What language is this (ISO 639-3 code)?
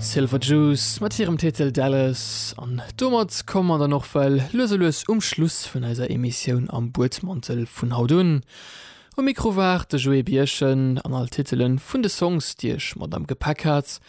ltz